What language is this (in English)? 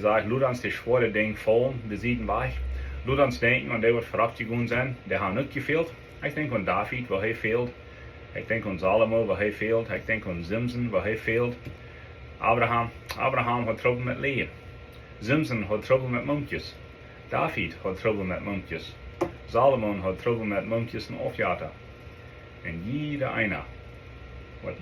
Plautdietsch